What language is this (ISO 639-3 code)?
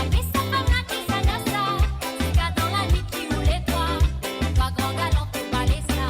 mfe